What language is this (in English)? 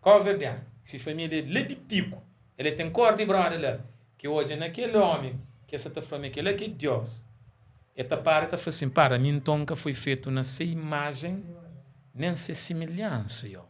Kabuverdianu